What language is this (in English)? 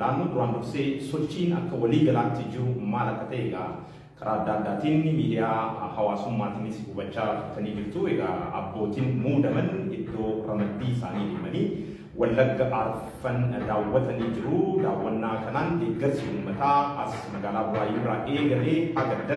Oromo